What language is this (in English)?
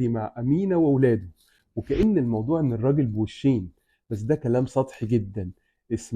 Egyptian Arabic